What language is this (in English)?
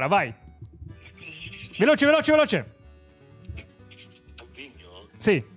Italian